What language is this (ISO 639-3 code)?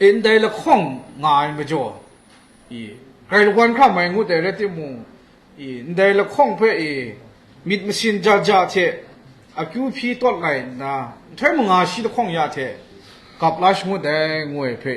kac